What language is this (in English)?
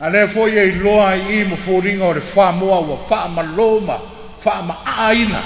Samoan